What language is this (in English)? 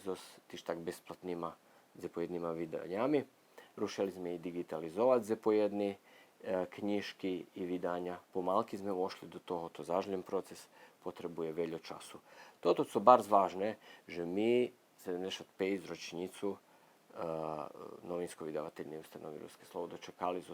Rusyn